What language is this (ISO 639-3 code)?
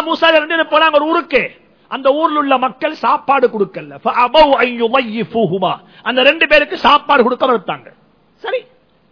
tam